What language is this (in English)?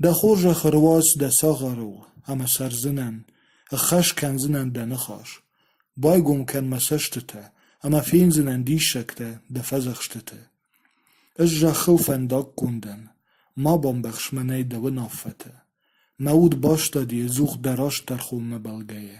Ossetic